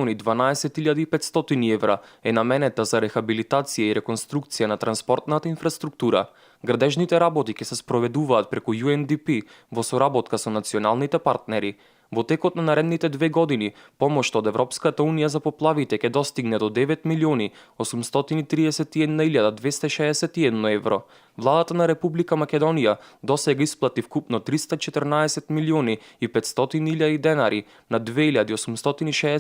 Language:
Macedonian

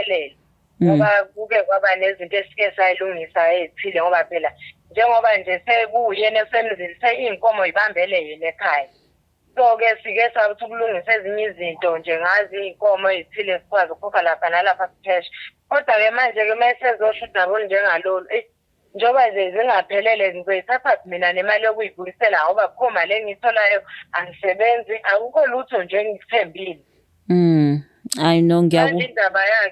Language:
Zulu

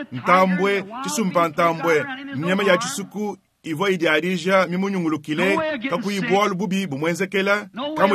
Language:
Luba-Lulua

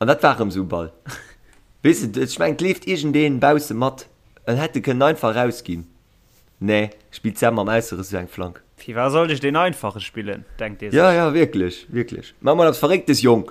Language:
Luxembourgish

